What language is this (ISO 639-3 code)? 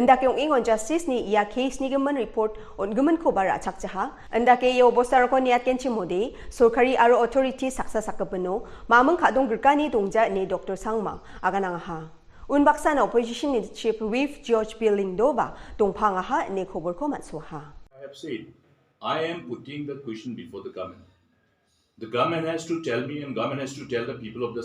grt